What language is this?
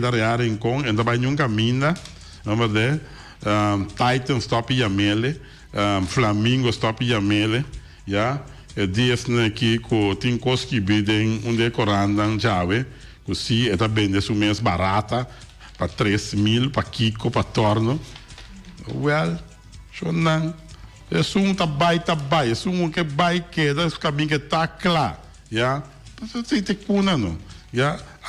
Papiamento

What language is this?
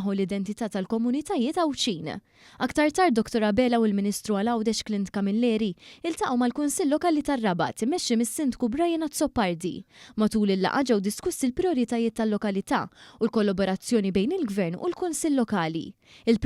Maltese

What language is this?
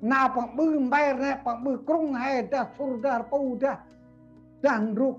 Central Mnong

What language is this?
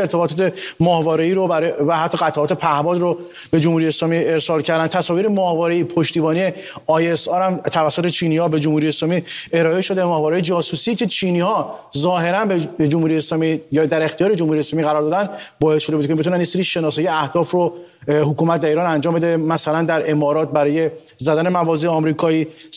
Persian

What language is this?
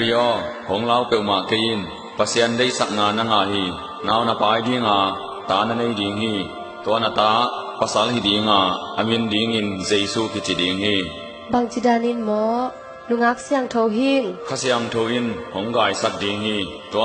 Tedim Chin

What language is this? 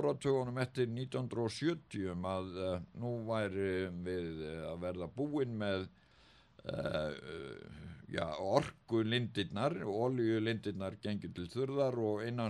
Icelandic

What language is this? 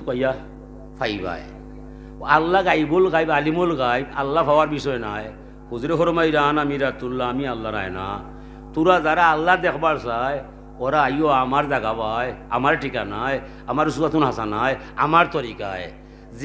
Sylheti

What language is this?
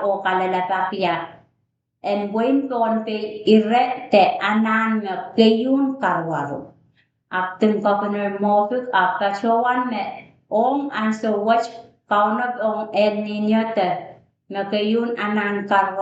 Pohnpeian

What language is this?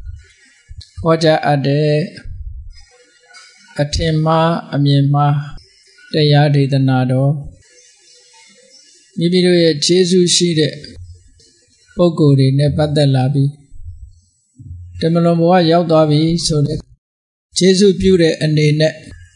Burmese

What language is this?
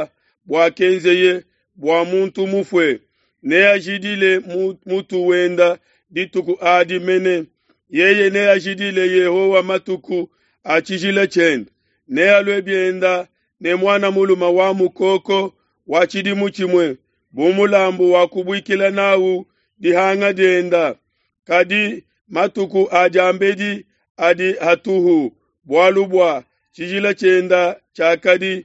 Luba-Lulua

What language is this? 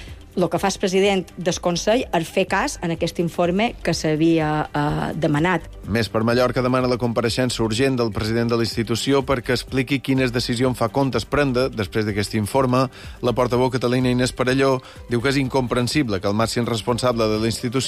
Catalan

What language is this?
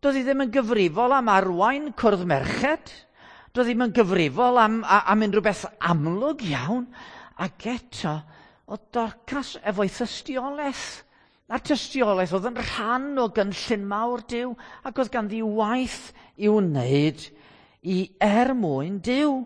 Welsh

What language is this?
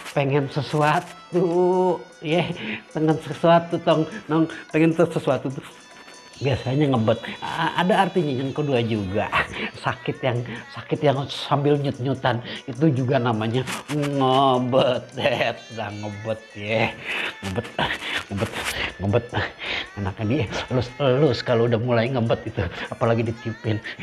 Betawi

